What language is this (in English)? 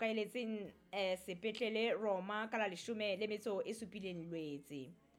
Southern Sotho